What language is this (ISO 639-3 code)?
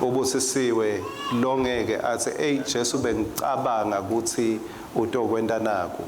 ssw